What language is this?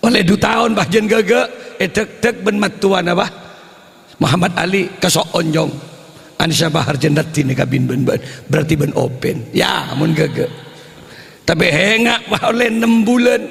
Madurese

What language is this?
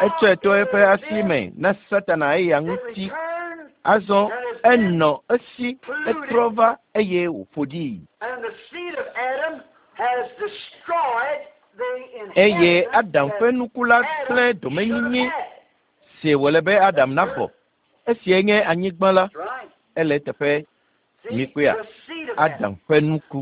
Ewe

